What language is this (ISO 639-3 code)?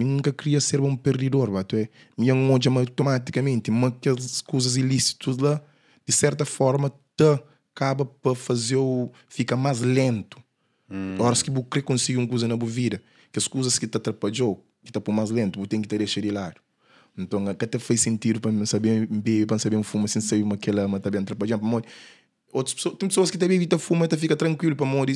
kea